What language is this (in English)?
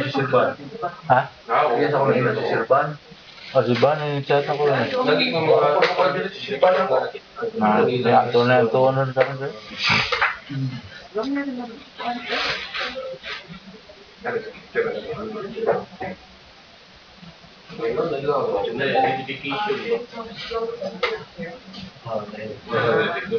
Filipino